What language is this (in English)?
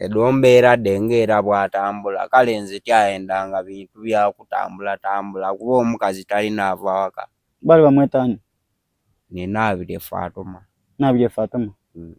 Soga